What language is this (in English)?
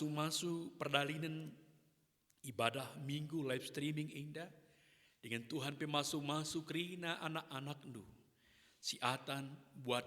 Batak Karo